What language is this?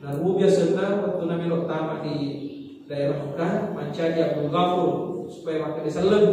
Buginese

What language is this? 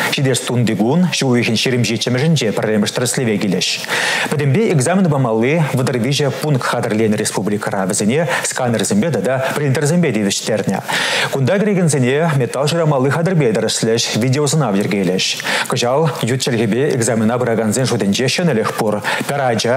Chuvash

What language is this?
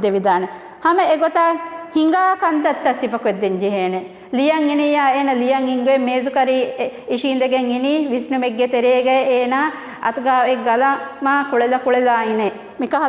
Divehi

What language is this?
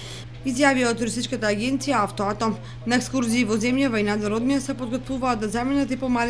Macedonian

